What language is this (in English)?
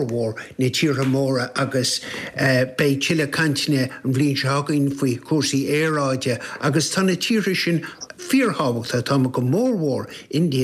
Irish